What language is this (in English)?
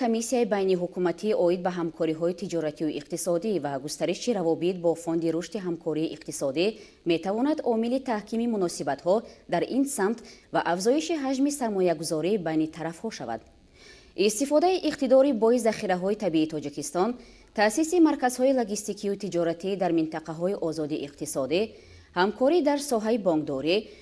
Tajik